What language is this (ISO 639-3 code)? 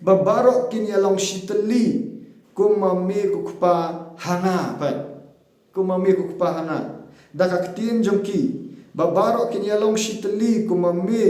kha